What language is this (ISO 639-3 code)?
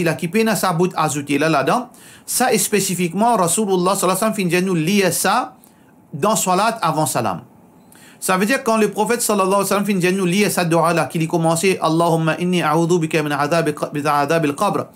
mfe